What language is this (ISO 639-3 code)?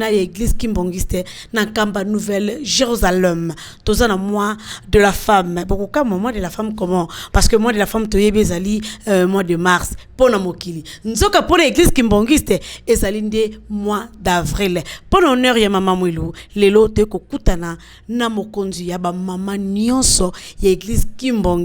lin